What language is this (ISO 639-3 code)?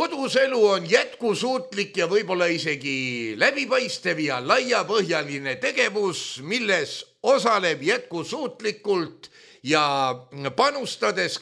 est